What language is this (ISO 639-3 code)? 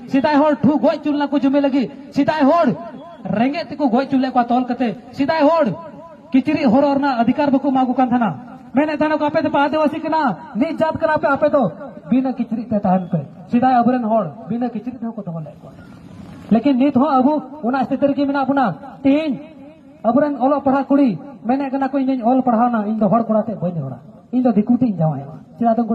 sat